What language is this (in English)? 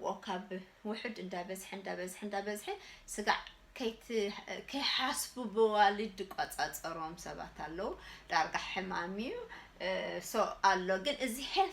Tigrinya